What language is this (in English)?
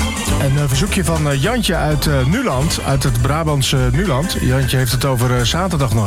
Dutch